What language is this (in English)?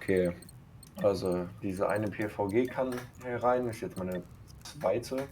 Swiss German